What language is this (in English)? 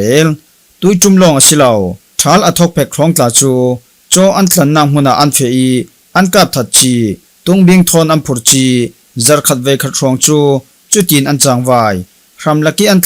Falam Chin